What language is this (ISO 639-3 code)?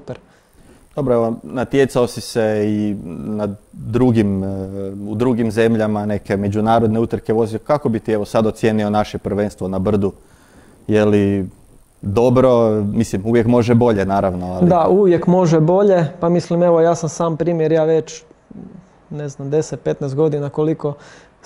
hrv